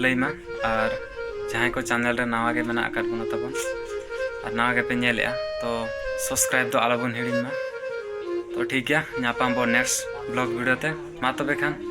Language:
Santali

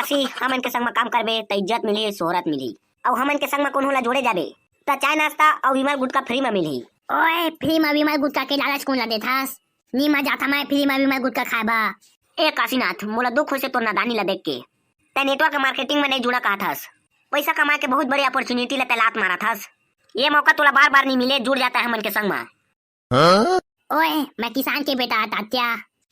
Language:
Chhattisgarhi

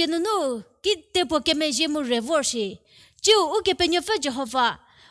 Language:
Angami Naga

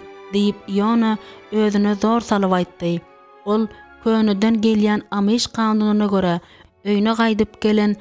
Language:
Turkmen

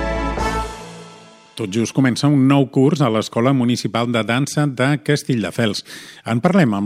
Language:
Catalan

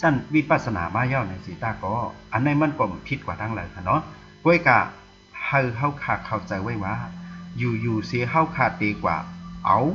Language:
Shan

